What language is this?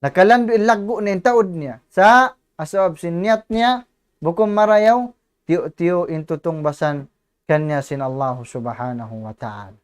Tausug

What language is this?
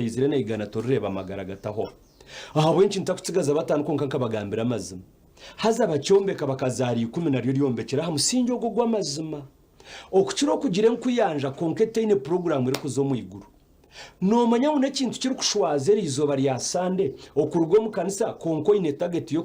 Nyankole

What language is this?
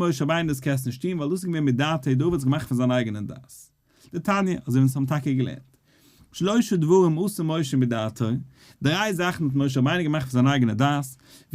Yiddish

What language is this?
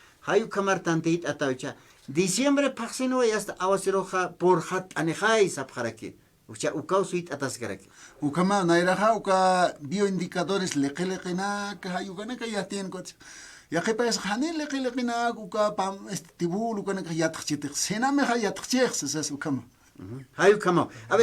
Aymara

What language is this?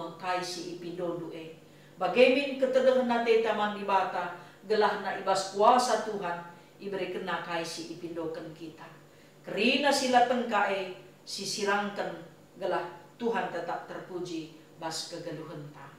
Batak Karo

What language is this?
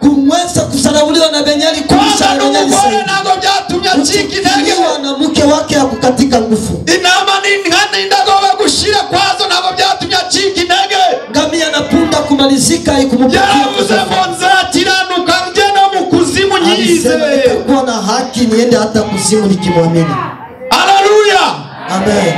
Kinyarwanda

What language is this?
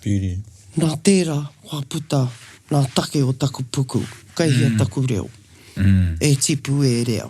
Māori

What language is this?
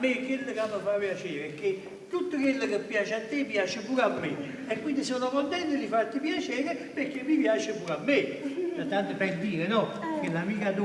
Neapolitan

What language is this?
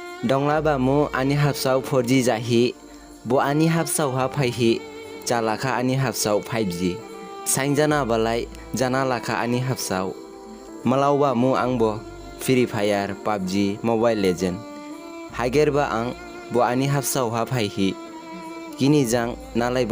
Dimasa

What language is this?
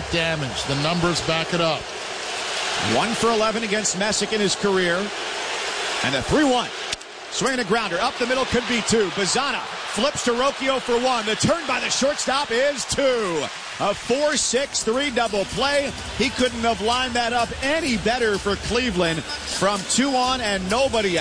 English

